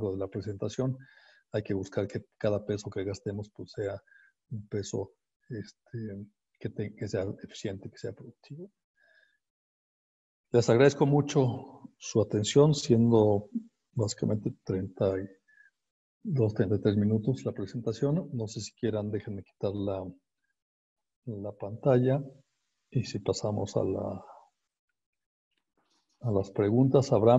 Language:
Spanish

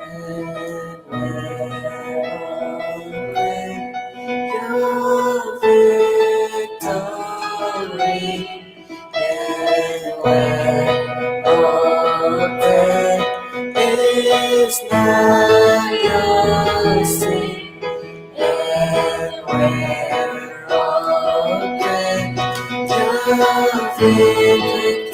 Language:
Kabyle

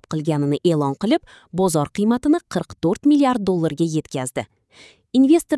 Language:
Uzbek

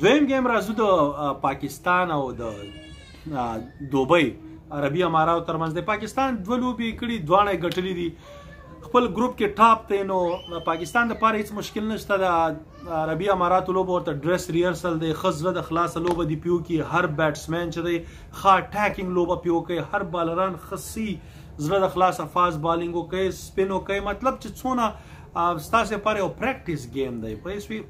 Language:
Pashto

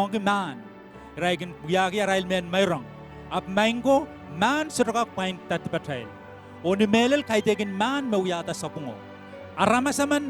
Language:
Pohnpeian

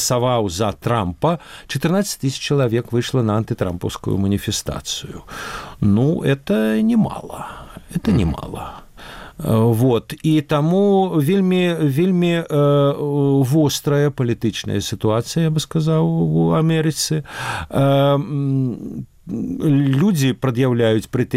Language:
Belarusian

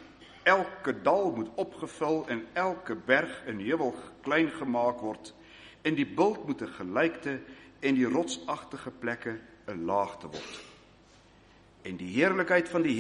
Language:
Afrikaans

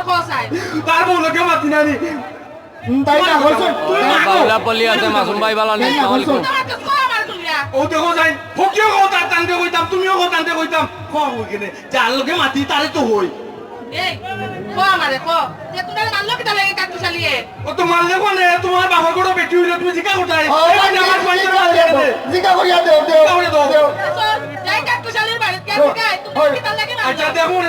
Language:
Sylheti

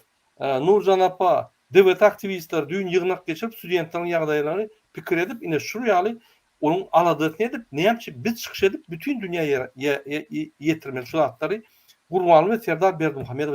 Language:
Turkmen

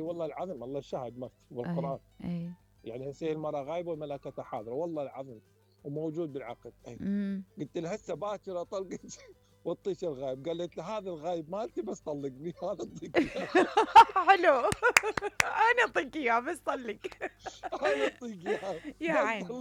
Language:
Mesopotamian Arabic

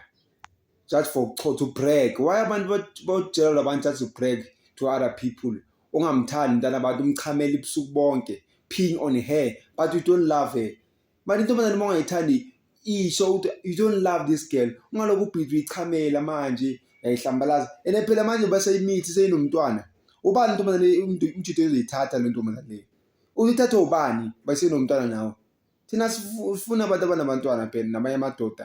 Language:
Zulu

